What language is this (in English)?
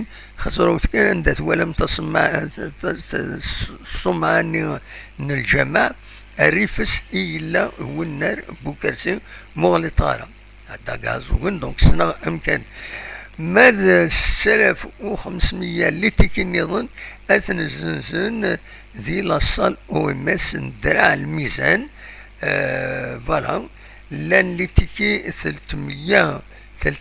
Kabyle